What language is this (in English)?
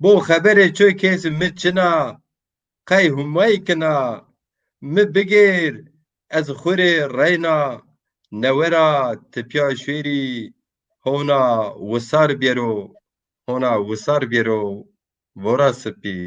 Zaza